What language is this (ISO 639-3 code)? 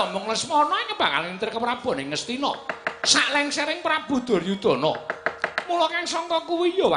jav